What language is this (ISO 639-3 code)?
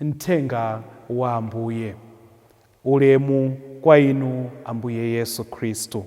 nya